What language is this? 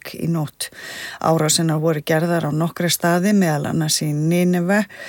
Icelandic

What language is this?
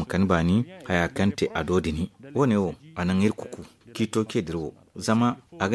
Zarma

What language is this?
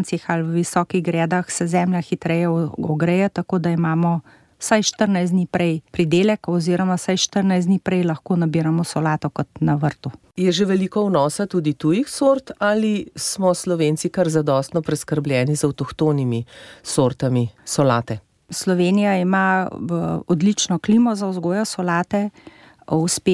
Slovenian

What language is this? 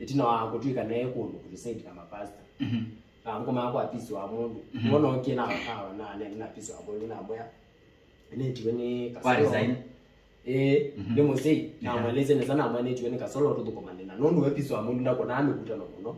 Kamba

